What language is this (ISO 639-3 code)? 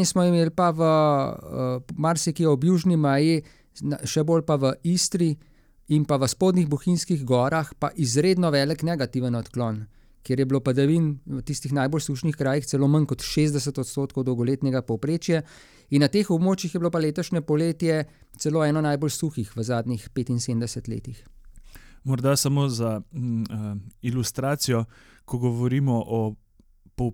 slv